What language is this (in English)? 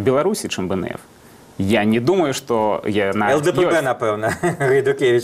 Belarusian